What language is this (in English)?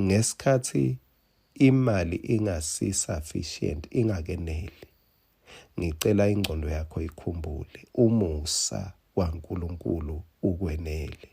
Swati